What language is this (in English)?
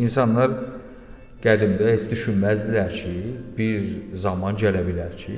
Azerbaijani